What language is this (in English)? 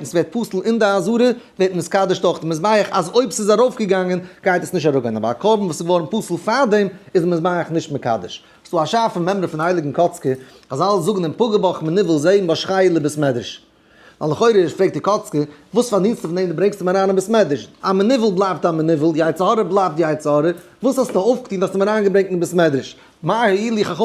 Yiddish